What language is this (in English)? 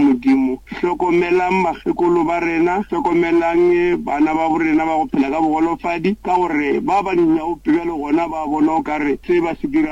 Northern Sotho